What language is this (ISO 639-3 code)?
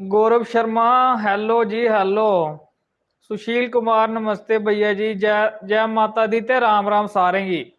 doi